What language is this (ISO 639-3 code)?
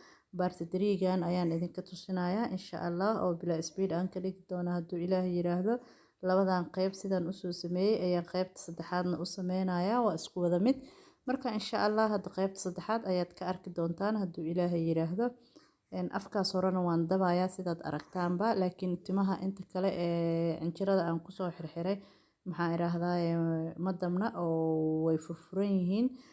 som